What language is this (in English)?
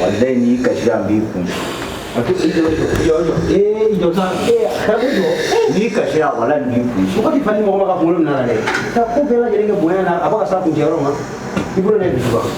Bambara